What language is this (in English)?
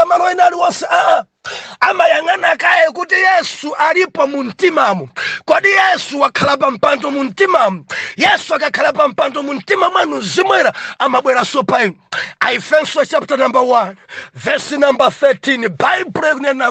Nyanja